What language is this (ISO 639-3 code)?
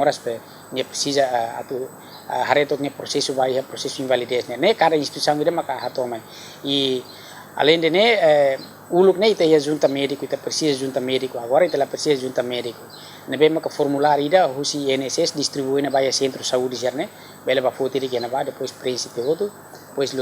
tet